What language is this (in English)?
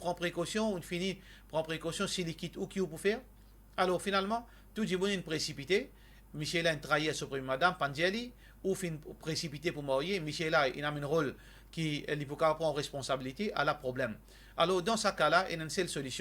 Morisyen